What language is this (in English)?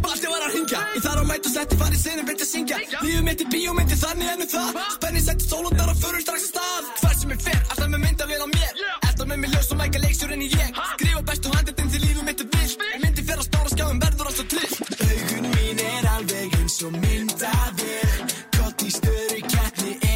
Icelandic